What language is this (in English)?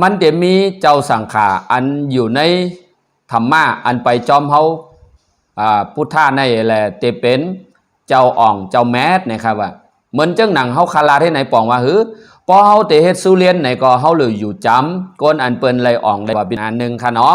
Shan